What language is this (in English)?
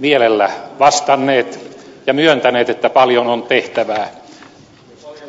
Finnish